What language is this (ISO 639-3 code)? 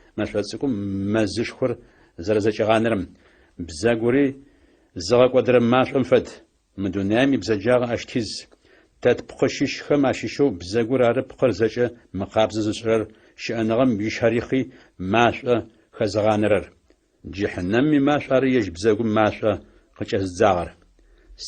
ady